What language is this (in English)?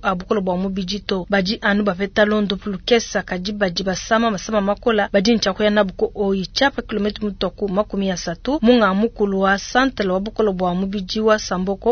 Luba-Lulua